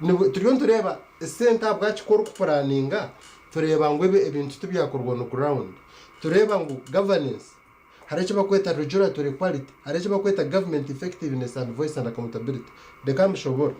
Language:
Nyankole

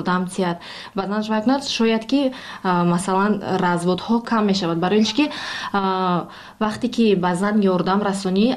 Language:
Tajik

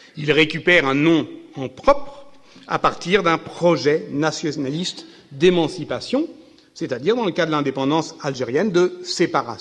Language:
French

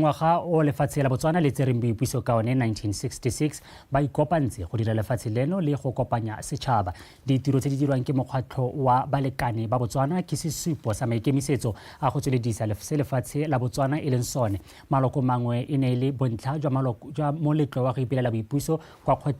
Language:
Tswana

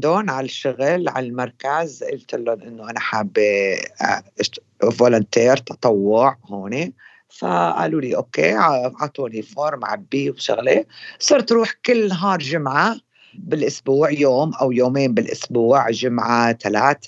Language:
North Levantine Arabic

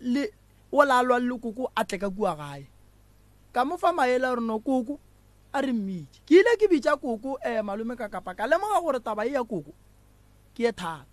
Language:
Northern Sotho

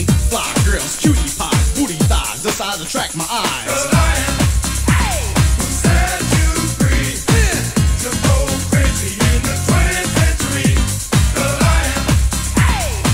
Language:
English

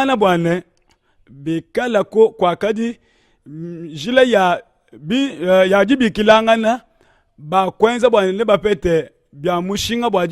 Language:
Luba-Lulua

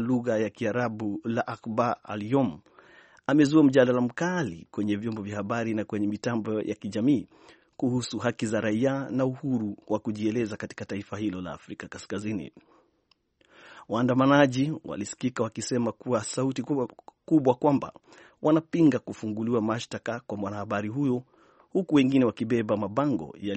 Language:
Swahili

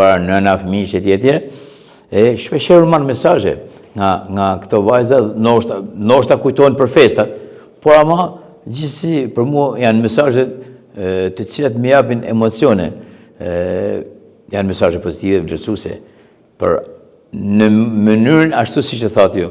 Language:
Albanian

